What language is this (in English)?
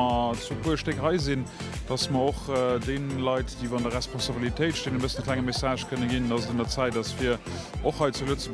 Luxembourgish